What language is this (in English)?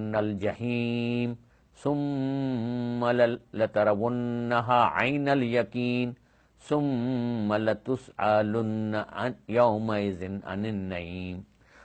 Sindhi